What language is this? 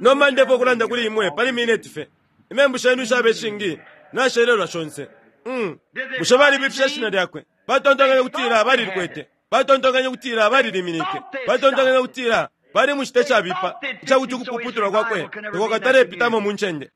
Bemba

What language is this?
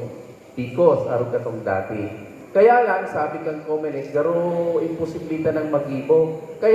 Bikol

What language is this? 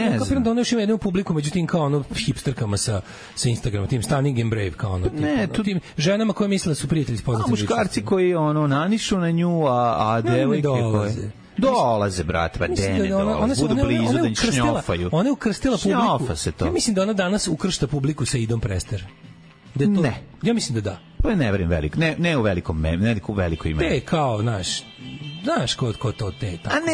Serbian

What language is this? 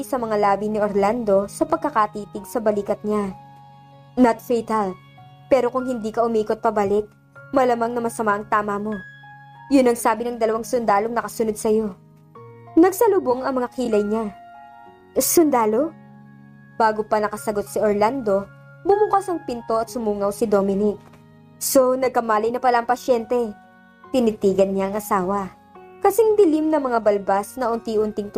Filipino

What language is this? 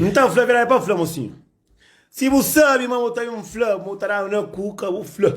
Kabuverdianu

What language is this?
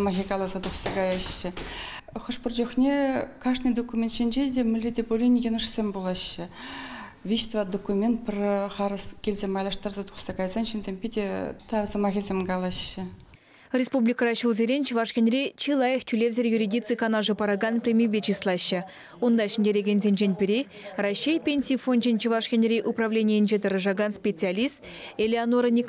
Chuvash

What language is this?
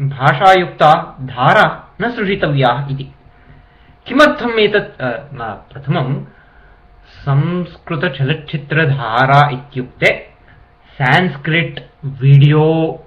Sanskrit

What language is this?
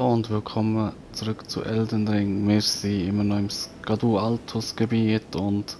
Swiss German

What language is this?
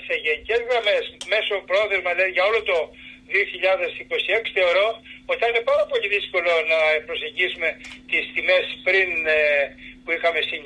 Greek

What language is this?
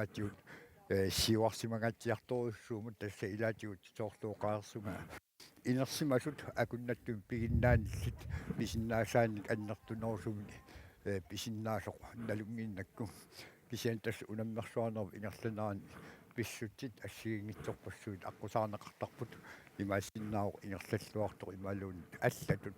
Kalaallisut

